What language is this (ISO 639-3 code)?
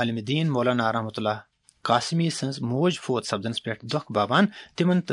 kas